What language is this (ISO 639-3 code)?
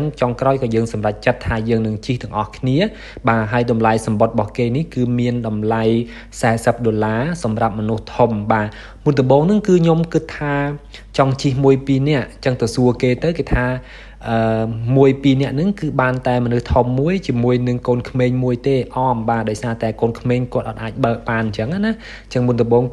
khm